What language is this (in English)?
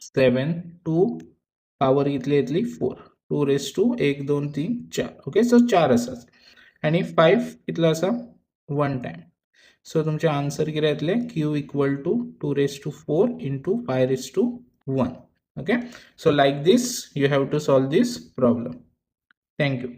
Konkani